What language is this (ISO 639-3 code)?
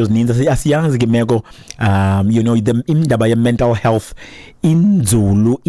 xho